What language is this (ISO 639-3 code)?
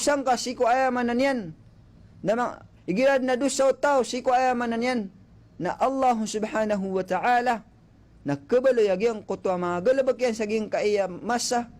mrw